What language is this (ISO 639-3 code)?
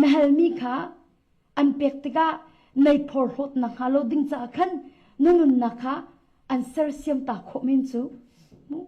cnh